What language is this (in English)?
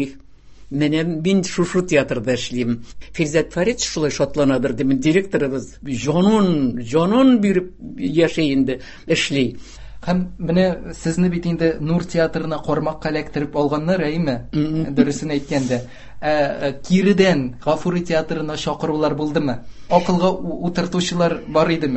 Tatar